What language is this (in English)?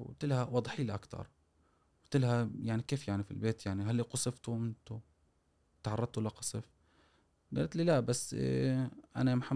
Gulf Arabic